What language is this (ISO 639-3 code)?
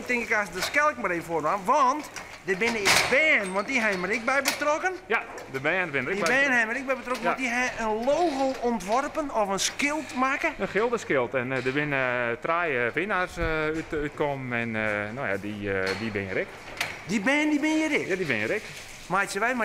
fry